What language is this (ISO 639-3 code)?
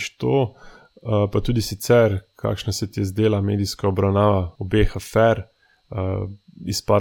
slv